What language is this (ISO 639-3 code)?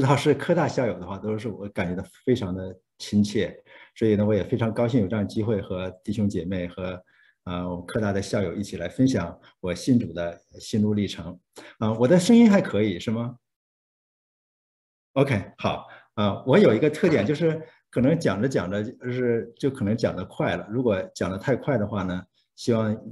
zho